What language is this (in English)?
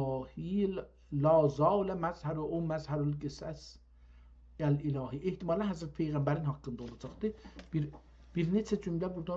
South Azerbaijani